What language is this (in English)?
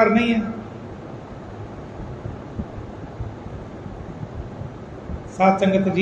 Punjabi